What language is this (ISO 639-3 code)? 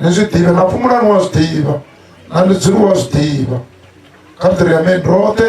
ven